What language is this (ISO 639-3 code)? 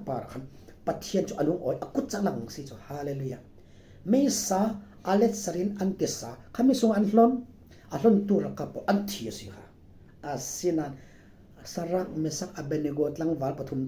cfm